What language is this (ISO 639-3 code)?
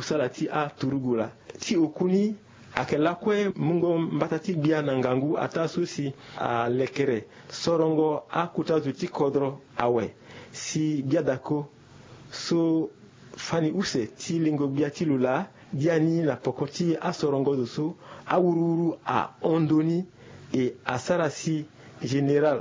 sag